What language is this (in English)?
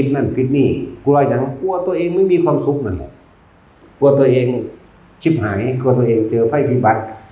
Northeastern Thai